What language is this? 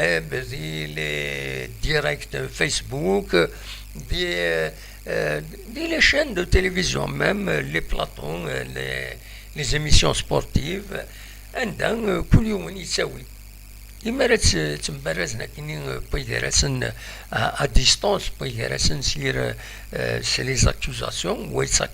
Kabyle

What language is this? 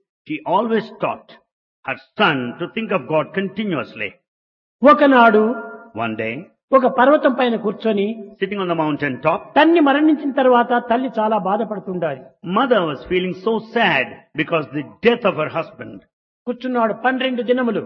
Telugu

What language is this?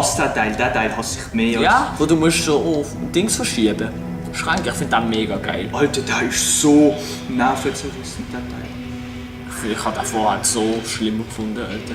Swiss German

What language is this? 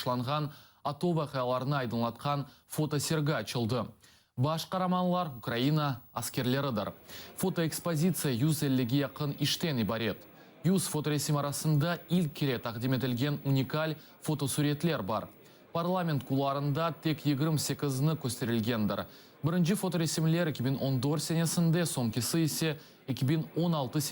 Crimean Tatar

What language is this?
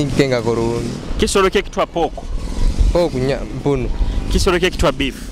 Nyoro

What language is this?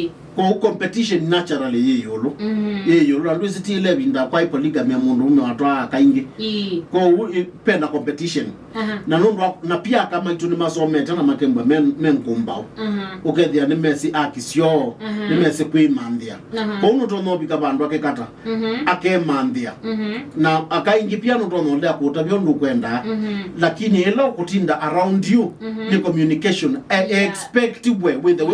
Kamba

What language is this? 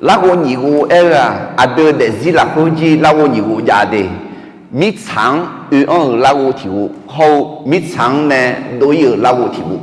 Akha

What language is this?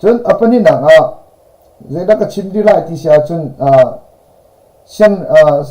Hakha Chin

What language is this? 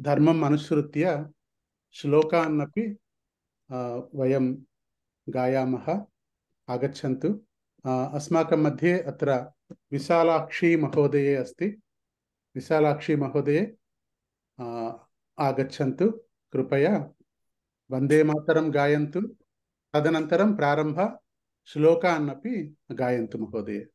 Sanskrit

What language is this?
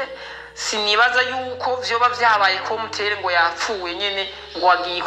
Rundi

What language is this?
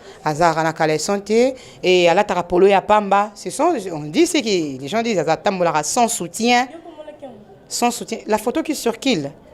Lingala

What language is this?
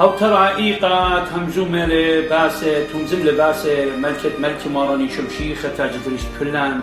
Assyrian Neo-Aramaic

